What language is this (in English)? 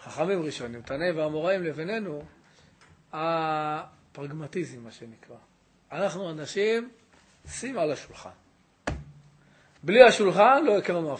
Hebrew